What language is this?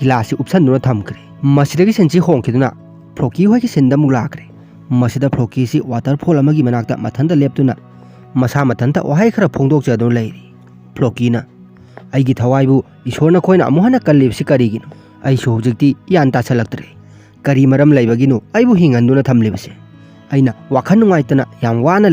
Manipuri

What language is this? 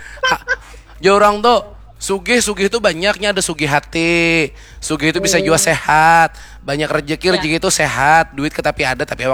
Banjar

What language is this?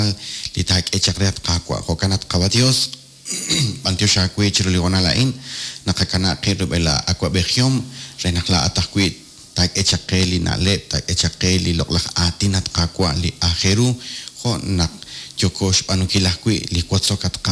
Kekchí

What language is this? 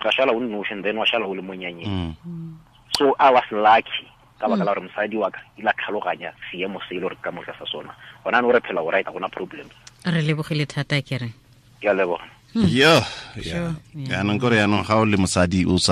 Tswana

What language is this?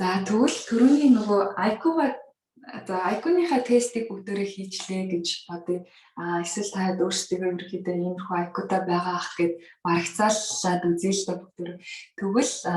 Mongolian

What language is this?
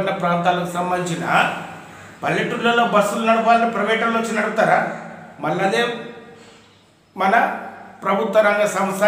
Telugu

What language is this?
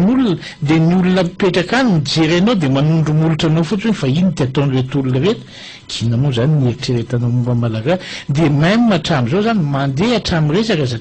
Malagasy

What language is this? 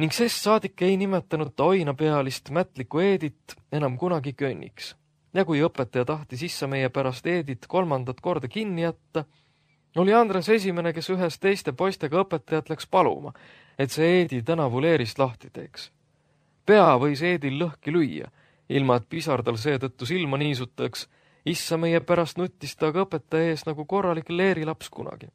Estonian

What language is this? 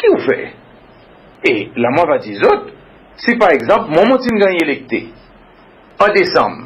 Seselwa Creole French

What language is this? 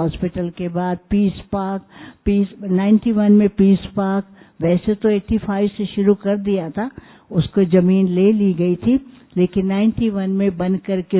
Hindi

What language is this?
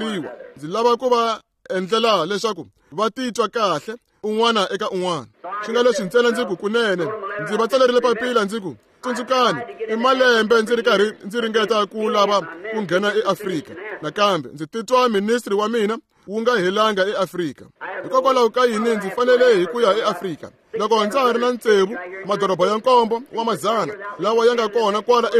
Tsonga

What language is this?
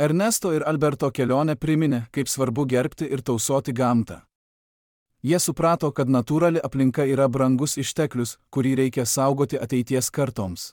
Lithuanian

